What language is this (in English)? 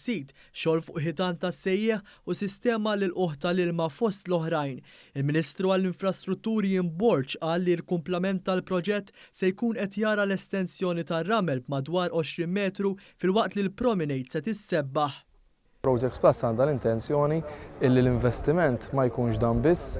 Maltese